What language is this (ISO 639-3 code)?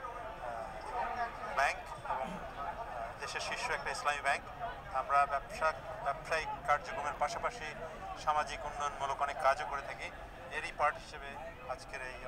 ben